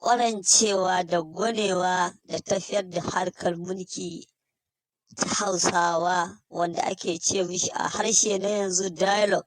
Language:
Hausa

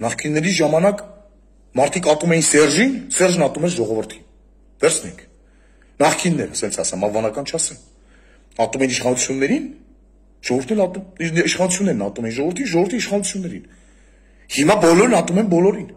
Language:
Armenian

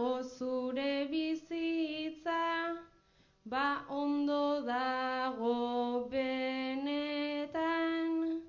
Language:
Basque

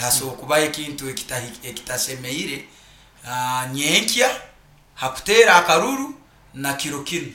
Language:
Nyoro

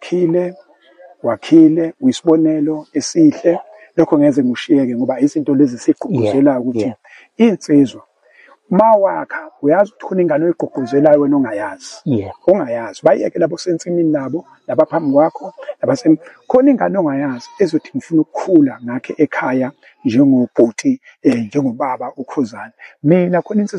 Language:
Zulu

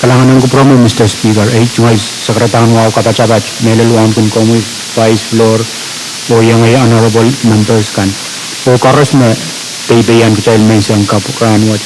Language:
Pohnpeian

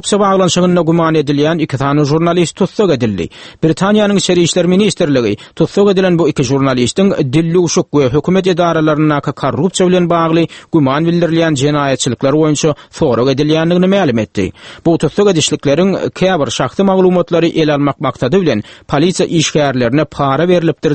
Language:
Turkmen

